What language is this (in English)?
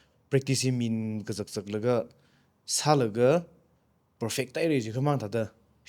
Tangkhul Naga (India)